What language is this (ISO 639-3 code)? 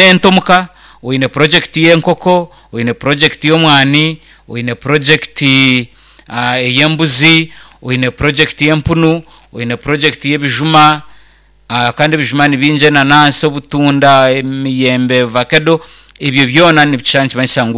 nyn